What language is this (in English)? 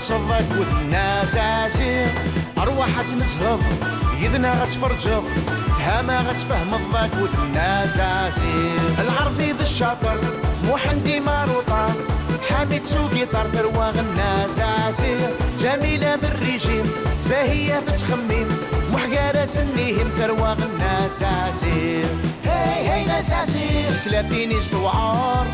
Kabyle